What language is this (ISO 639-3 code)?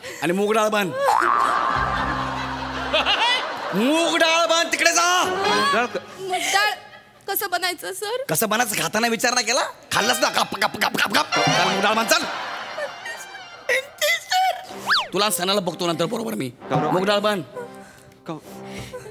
mar